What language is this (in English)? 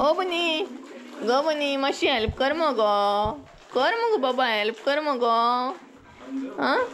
Konkani